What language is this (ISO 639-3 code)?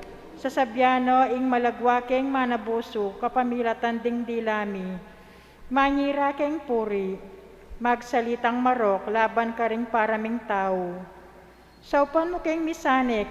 pam